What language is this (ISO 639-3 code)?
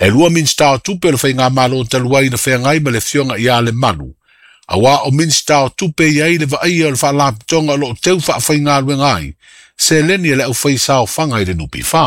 smo